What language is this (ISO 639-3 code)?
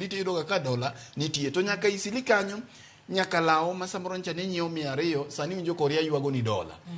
luo